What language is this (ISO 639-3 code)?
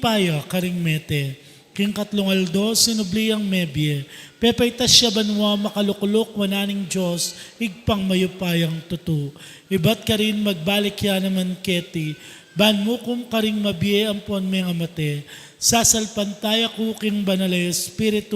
pam